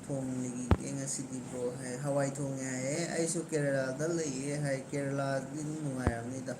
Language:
Manipuri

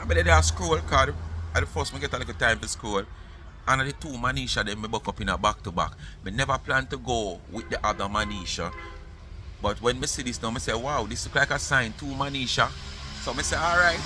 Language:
Jamaican Creole English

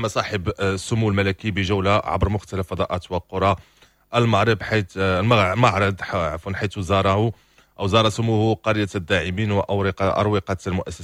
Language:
Moroccan Arabic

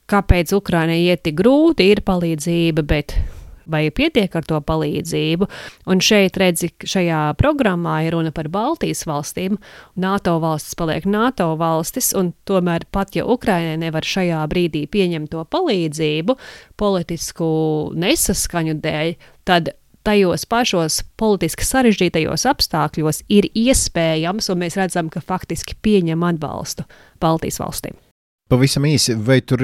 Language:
Latvian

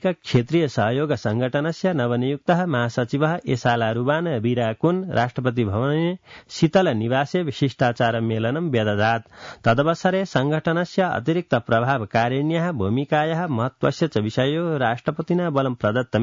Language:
Sanskrit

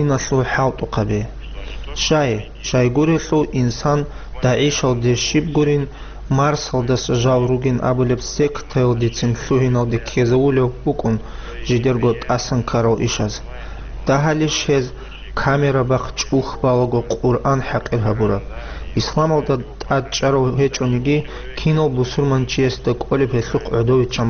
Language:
Avaric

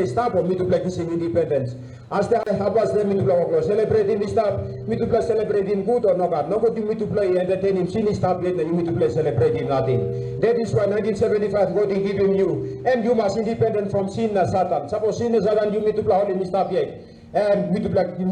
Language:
Tok Pisin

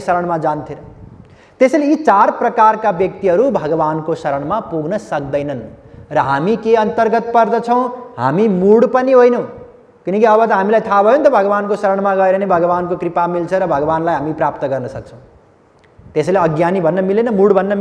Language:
Nepali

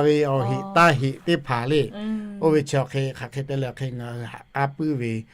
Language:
Lahu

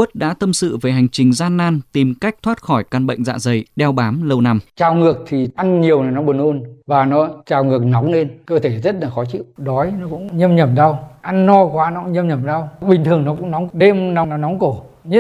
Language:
Vietnamese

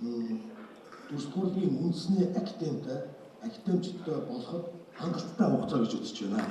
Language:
Mongolian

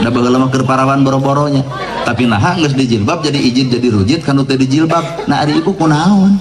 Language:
Sundanese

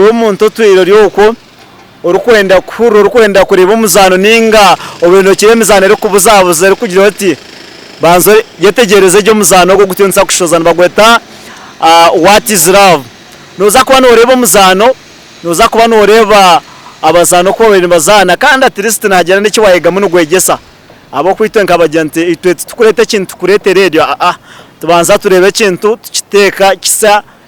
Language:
Nyankole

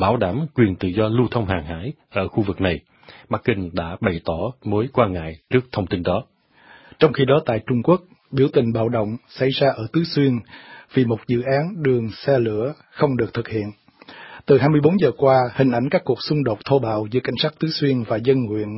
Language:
Vietnamese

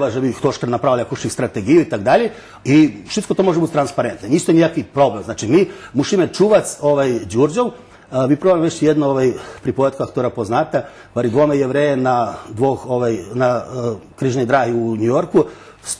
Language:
Rusyn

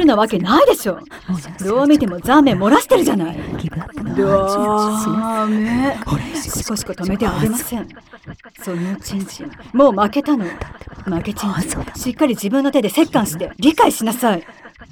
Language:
Japanese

